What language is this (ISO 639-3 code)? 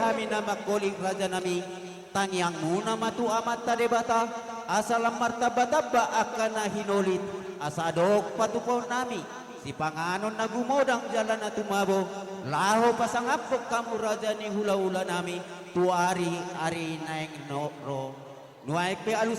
bbc